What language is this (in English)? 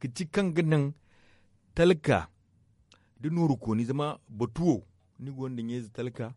Zarma